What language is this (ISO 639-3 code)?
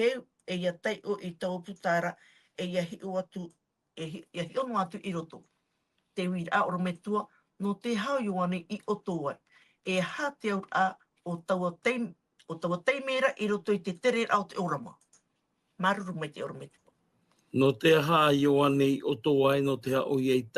tah